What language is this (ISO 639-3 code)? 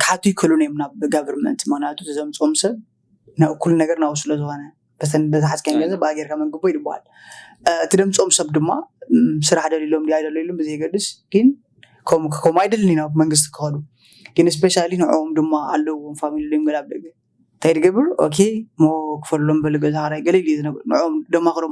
tir